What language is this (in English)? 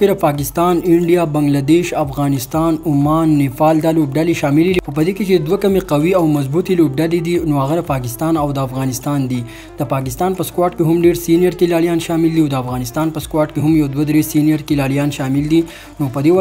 Pashto